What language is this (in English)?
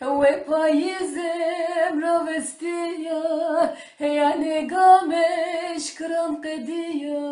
Zaza